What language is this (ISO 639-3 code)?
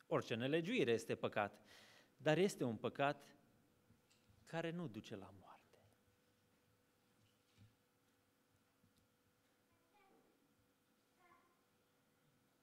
ron